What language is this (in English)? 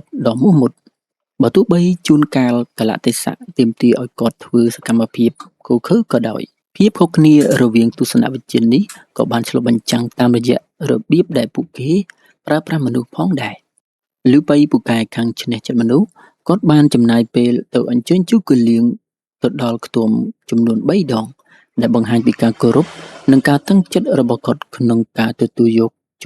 Khmer